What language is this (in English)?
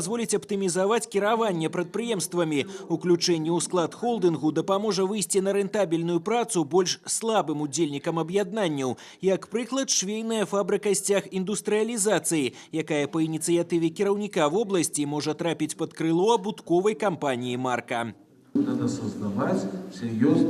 Belarusian